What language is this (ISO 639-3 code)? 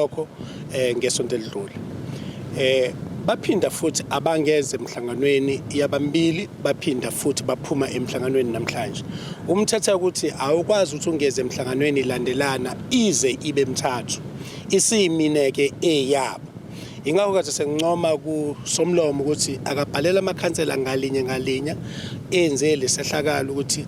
zul